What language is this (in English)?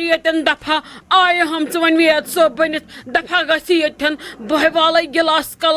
Kashmiri